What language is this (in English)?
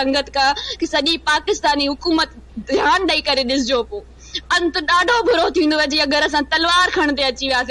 Sindhi